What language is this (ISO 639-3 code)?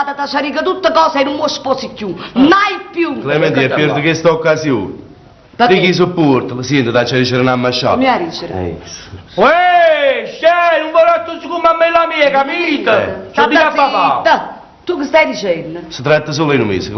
nap